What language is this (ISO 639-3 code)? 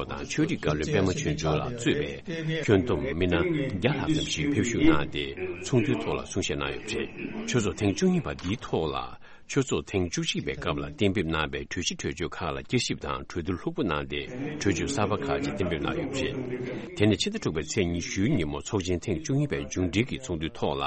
bod